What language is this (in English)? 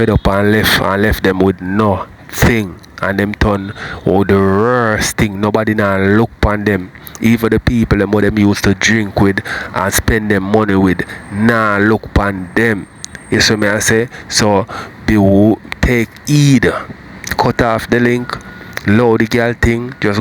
Jamaican Creole English